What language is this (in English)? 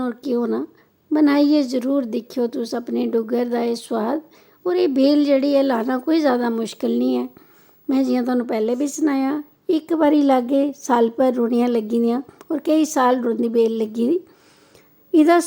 Dogri